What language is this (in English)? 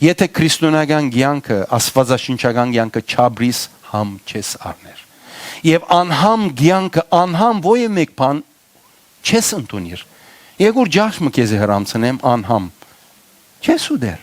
Western Armenian